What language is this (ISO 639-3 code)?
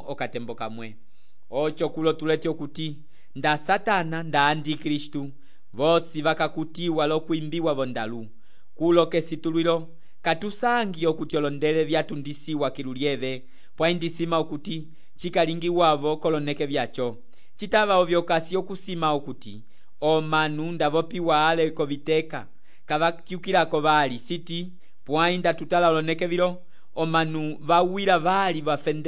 umb